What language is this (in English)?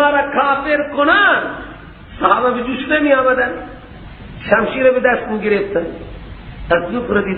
Persian